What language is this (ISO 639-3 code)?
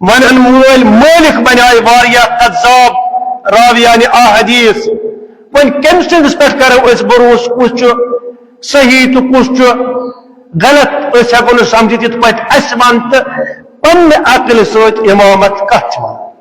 kas